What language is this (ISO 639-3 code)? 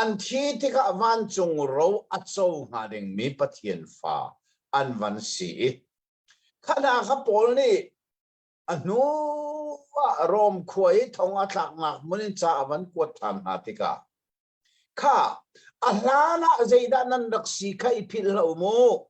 cnh